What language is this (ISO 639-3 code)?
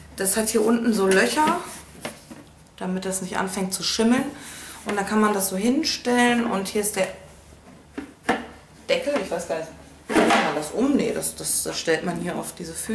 deu